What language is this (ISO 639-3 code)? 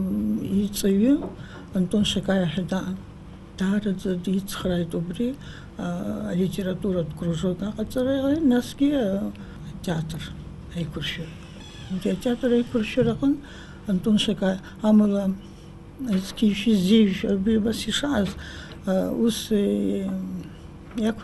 abk